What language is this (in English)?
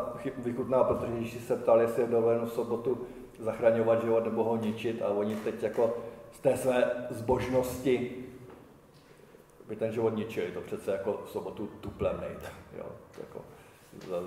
Czech